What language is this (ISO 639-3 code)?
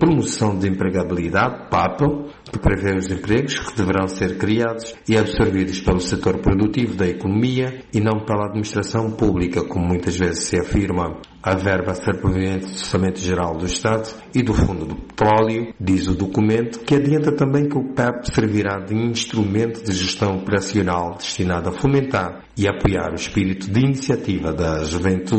por